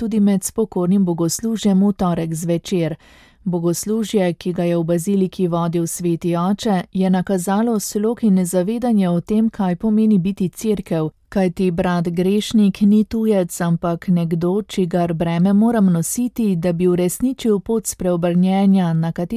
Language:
Slovenian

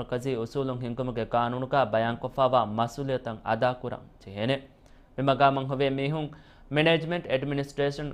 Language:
Divehi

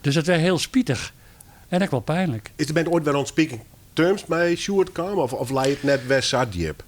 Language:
Western Frisian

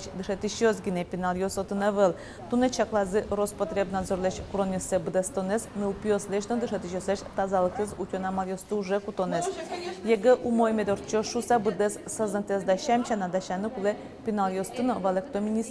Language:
Udmurt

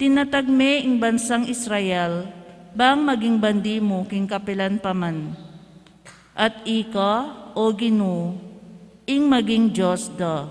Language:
Pampanga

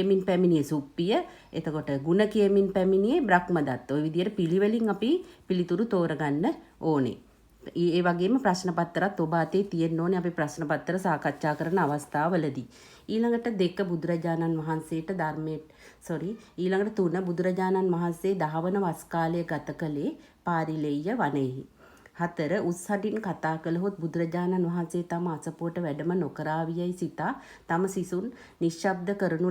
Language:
Sinhala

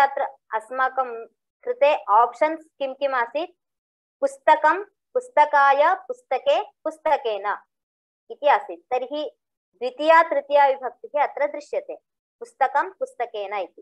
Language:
Sanskrit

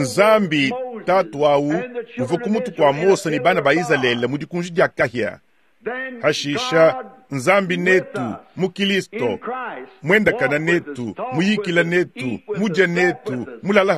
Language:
Luba-Lulua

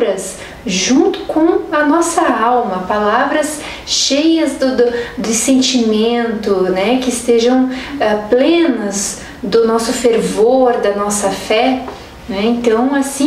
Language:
Portuguese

